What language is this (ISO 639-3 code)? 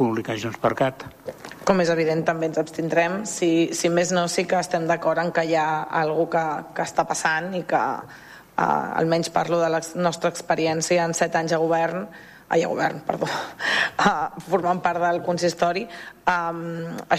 cat